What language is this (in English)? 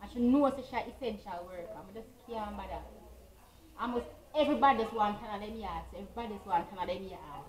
Jamaican Creole English